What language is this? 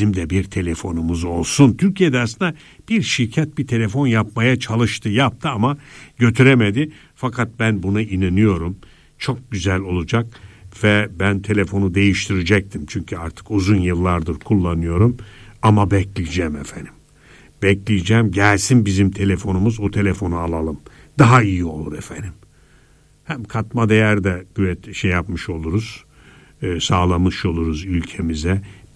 Turkish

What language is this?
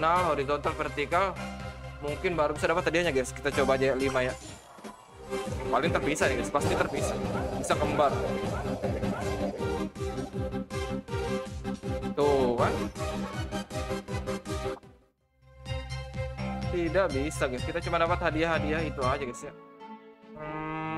Indonesian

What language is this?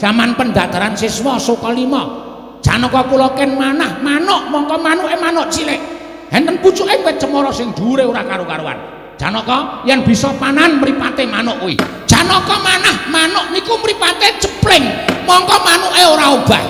Javanese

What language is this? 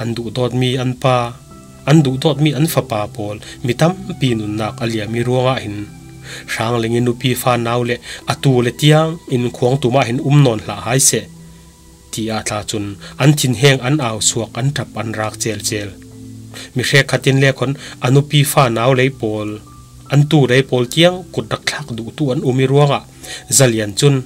Falam Chin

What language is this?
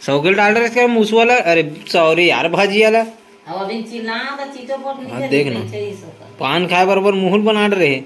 Chhattisgarhi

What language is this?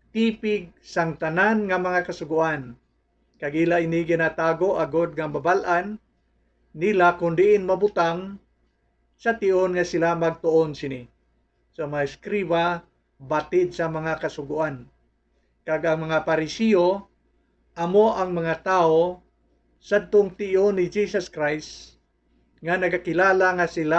Hiligaynon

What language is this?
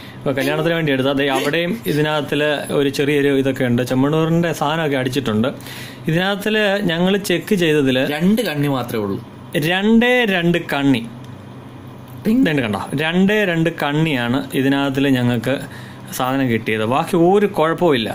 Malayalam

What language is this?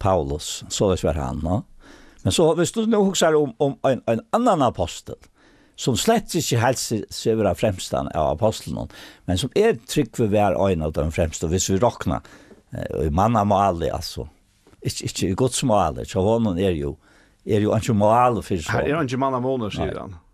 Faroese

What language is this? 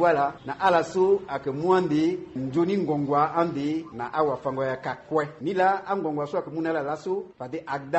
Sango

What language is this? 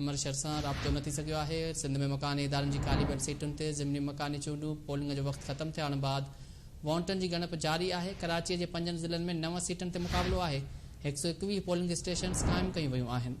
Sindhi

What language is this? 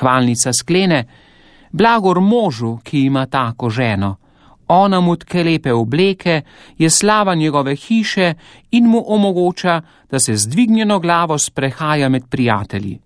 Slovenian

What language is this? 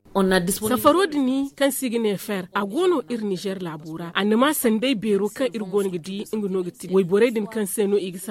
Zarma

